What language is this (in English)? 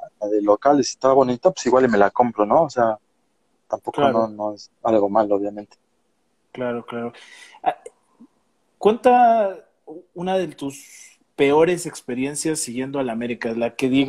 Spanish